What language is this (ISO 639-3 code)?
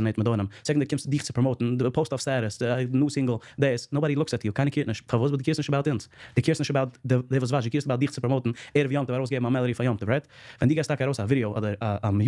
yid